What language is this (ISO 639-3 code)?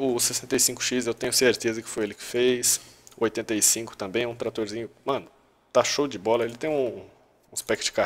por